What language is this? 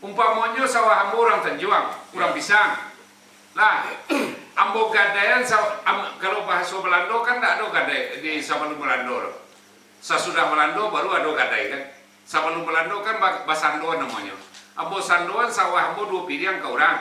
Minangkabau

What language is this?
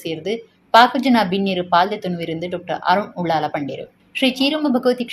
Tulu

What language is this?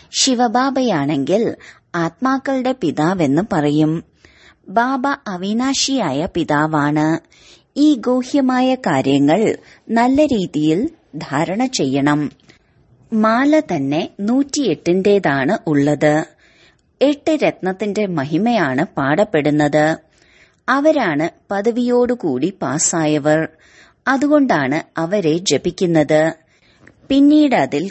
Malayalam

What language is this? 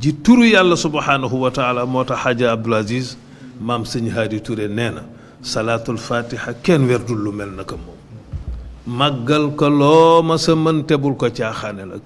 Wolof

